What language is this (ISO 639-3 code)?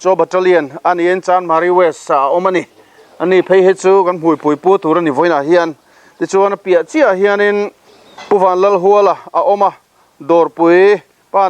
lus